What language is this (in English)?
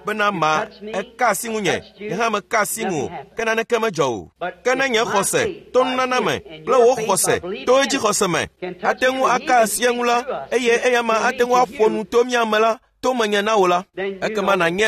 Ewe